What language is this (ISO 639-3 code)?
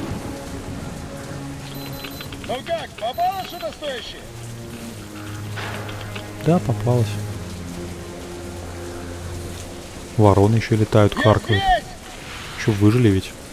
rus